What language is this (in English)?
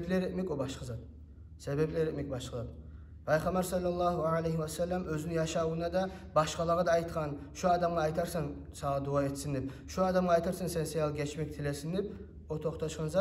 Kumyk